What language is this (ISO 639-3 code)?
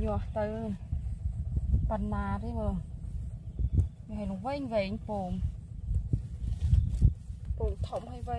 vie